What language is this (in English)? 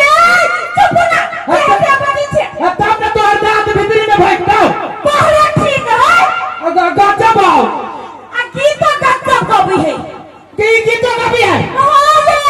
Maithili